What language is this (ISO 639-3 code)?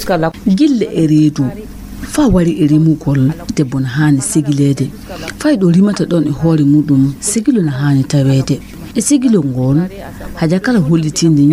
ful